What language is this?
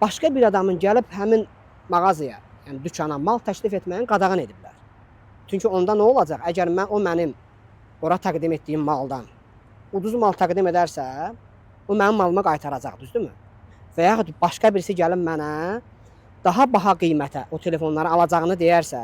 Azerbaijani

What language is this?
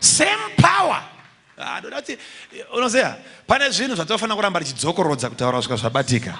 Shona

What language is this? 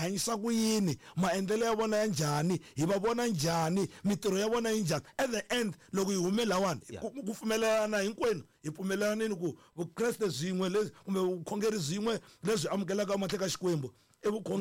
Tsonga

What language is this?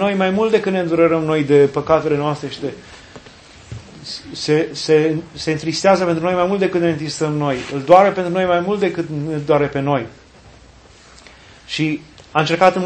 Romanian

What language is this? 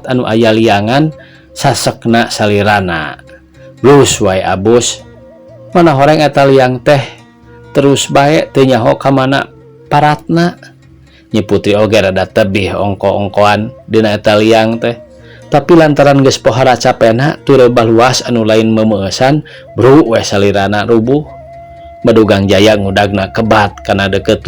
Sundanese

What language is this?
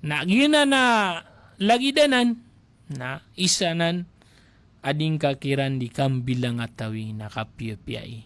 Maranao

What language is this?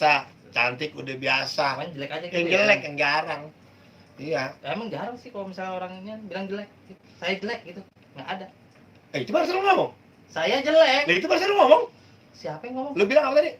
Betawi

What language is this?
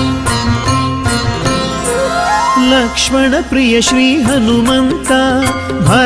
Kannada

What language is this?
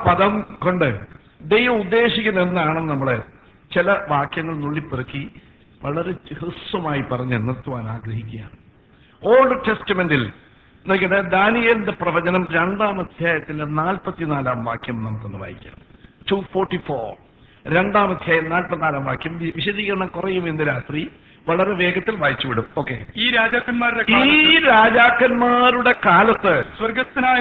Malayalam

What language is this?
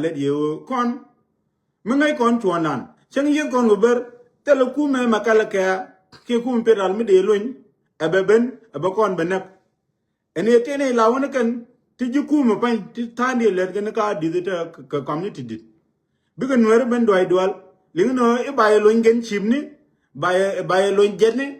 Nuer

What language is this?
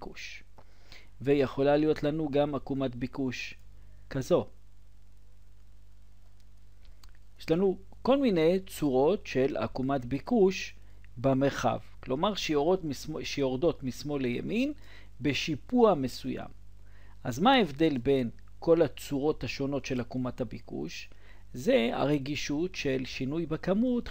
Hebrew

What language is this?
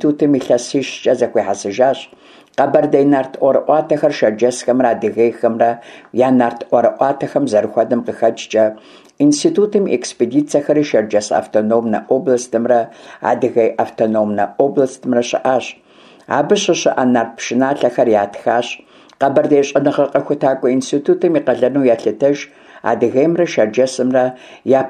Kabardian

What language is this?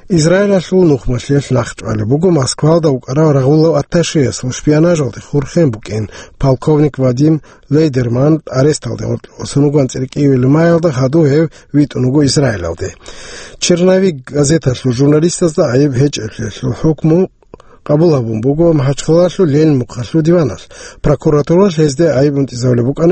Avaric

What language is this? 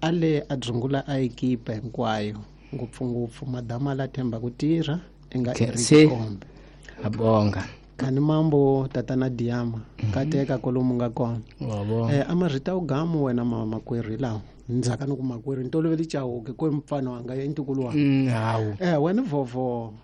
Tsonga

